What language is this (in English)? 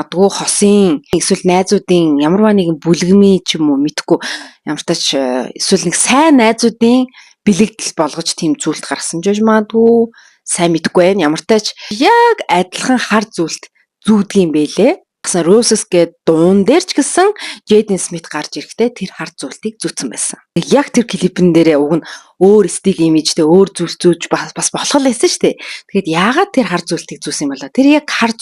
Mongolian